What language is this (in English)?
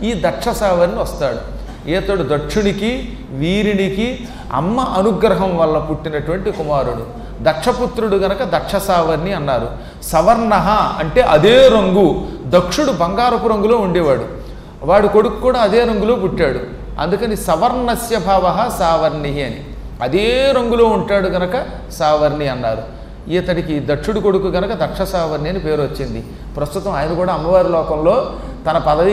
Telugu